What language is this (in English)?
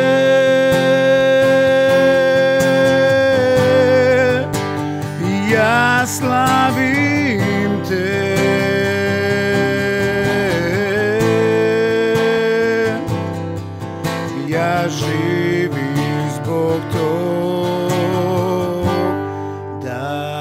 Serbian